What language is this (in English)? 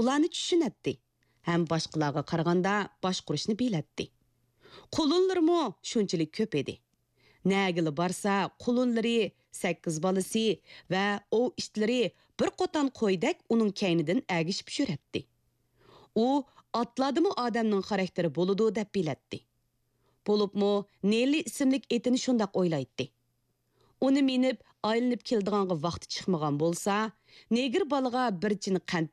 Uyghur